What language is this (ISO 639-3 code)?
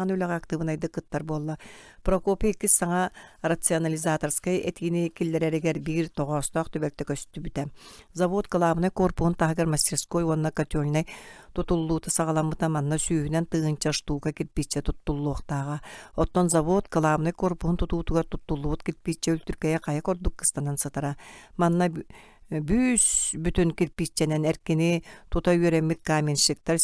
sah